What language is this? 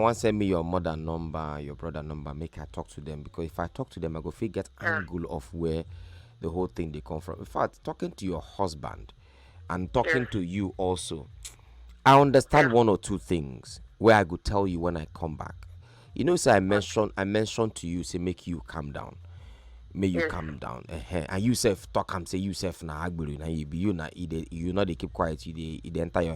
Nigerian Pidgin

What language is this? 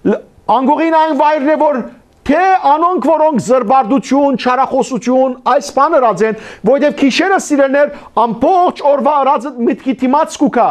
Western Armenian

